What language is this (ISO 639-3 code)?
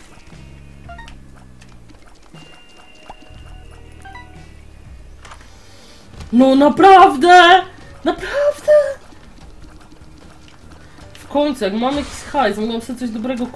pol